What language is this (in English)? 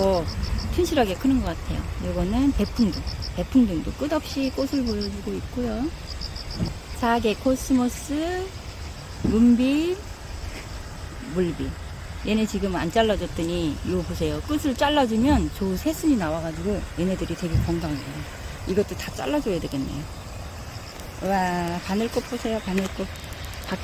Korean